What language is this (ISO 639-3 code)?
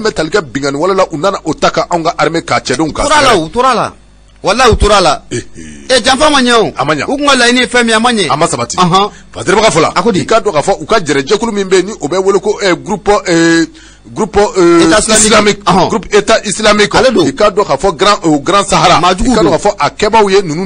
bam